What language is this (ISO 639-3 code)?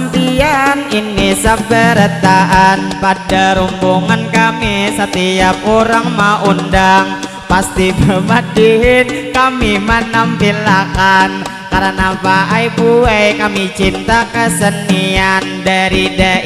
bjn